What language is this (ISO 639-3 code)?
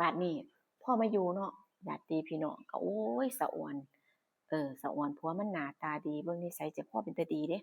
tts